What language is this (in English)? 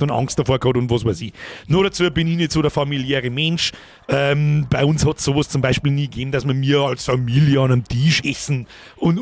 Bavarian